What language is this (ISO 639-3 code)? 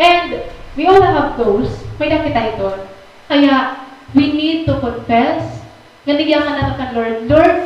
war